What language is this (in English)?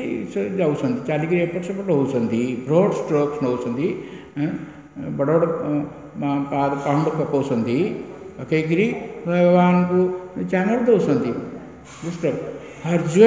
Odia